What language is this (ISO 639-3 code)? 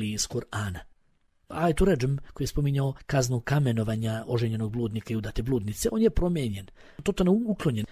bos